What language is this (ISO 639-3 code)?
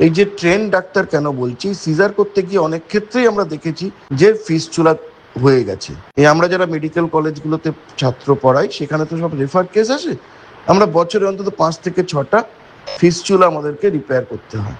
ben